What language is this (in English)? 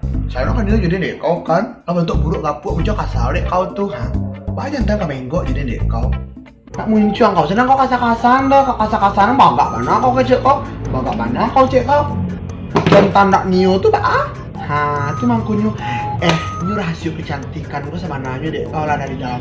Minangkabau